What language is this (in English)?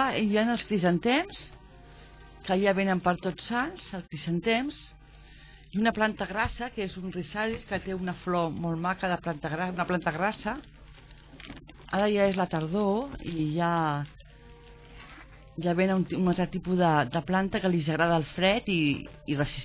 Catalan